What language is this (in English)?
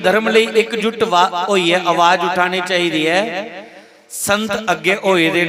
Dogri